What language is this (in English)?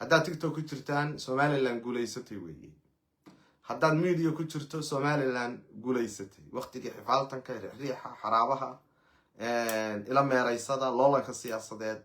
Somali